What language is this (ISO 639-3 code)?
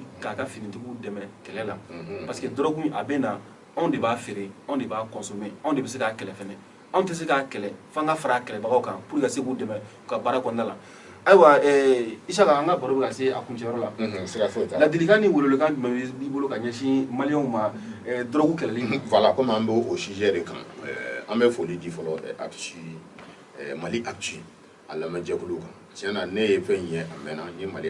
bam